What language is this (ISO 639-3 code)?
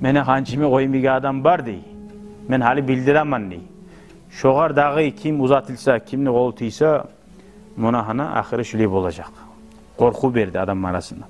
kum